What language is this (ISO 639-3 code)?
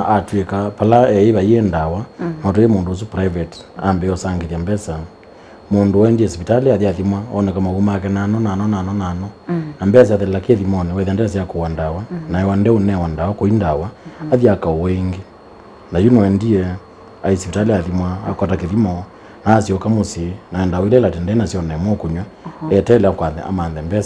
kam